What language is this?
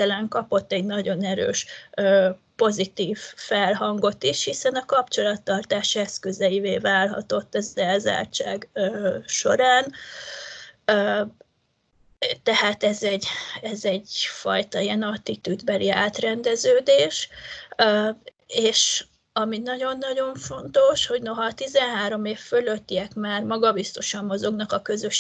Hungarian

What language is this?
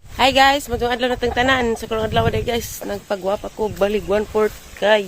Cebuano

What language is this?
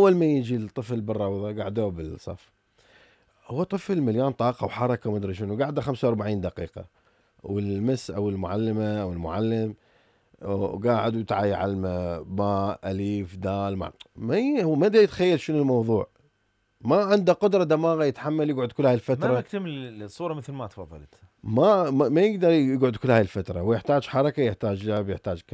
Mesopotamian Arabic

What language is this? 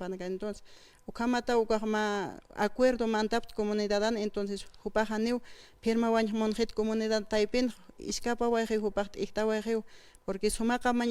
Aymara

